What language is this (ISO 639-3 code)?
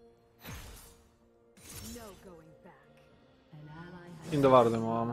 hrv